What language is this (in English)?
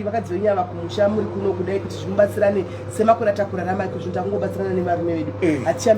Shona